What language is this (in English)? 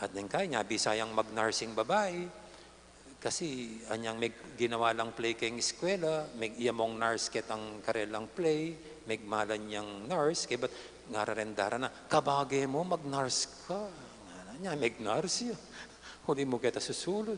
Pampanga